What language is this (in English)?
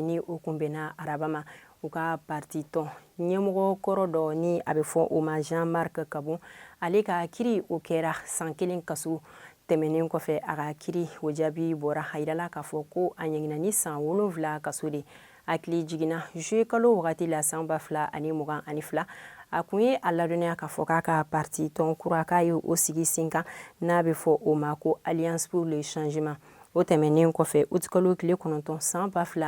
Bambara